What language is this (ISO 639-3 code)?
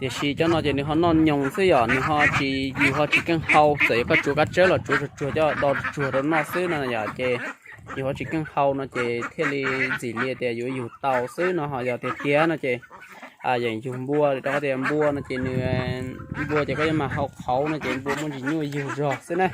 hmn